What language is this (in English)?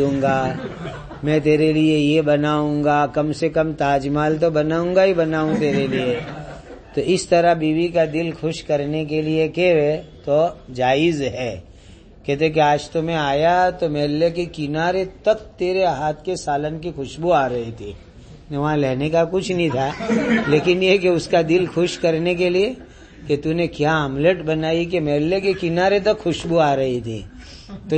Urdu